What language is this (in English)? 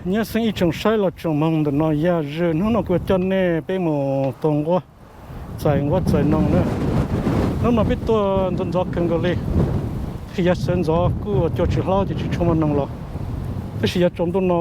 Hmong